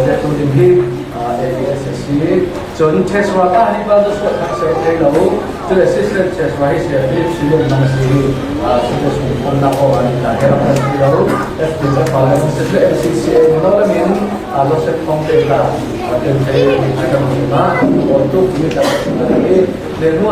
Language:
Falam Chin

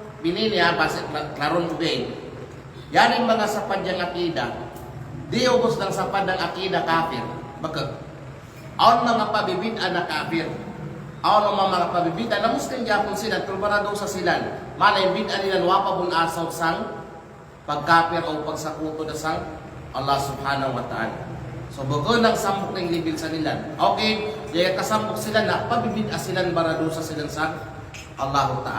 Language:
Kalagan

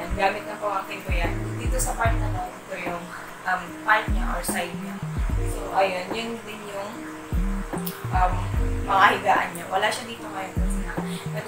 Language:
Filipino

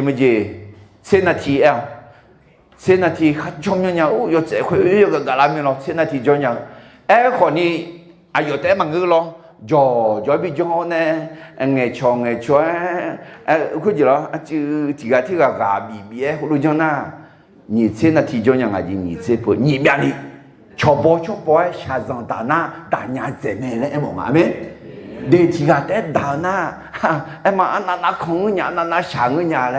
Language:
Akha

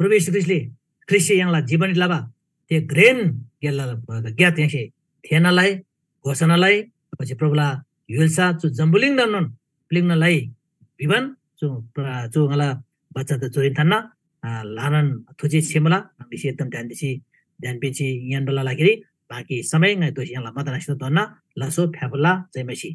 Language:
Eastern Tamang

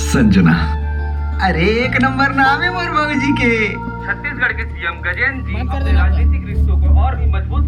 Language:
Chhattisgarhi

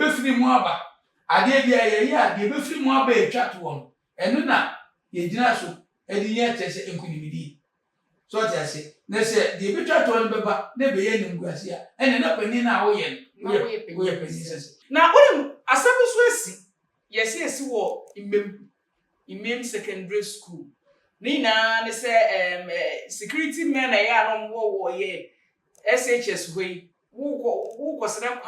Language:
Akan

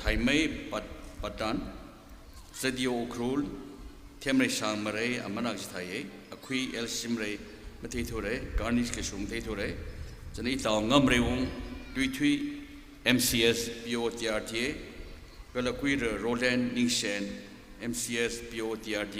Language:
Tangkhul Naga (India)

